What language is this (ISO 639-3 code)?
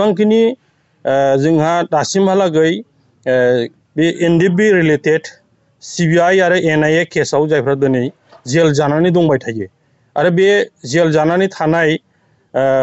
brx